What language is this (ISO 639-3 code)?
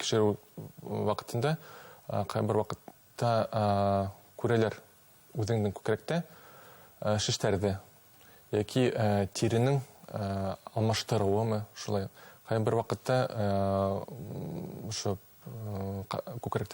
bak